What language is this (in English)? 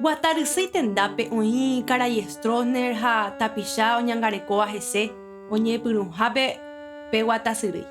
Guarani